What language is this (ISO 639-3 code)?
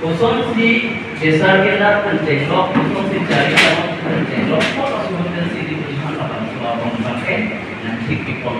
mjw